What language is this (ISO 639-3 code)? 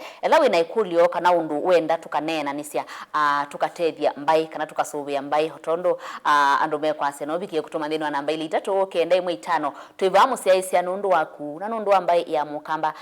kam